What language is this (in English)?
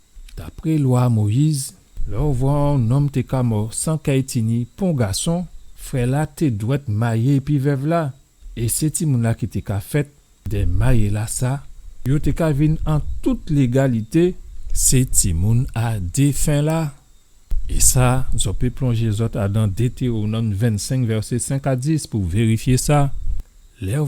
Guadeloupean Creole French